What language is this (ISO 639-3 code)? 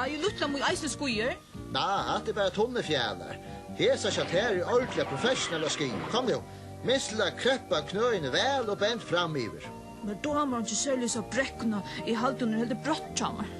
fao